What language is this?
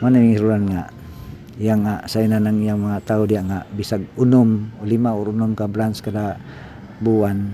Cebuano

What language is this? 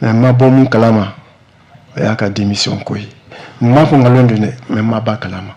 Bambara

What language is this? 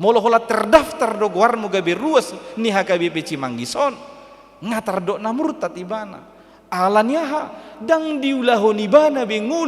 Batak Toba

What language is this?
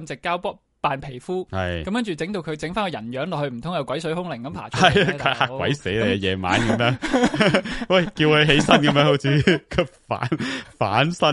Cantonese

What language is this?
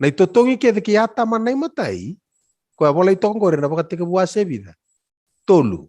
Fijian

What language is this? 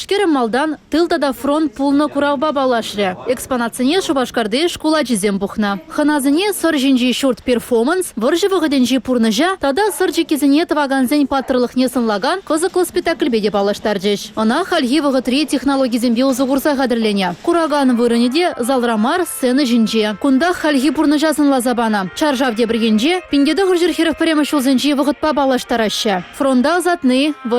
Chuvash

